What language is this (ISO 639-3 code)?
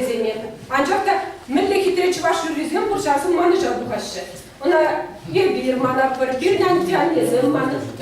chv